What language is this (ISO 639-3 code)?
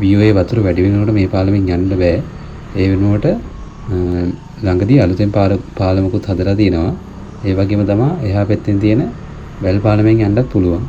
sin